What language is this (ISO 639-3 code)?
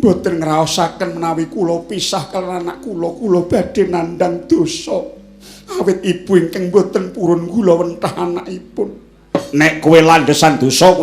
jav